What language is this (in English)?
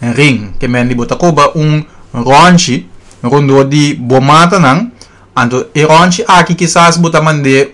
Papiamento